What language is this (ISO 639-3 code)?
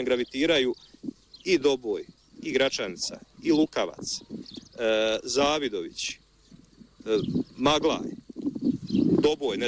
bos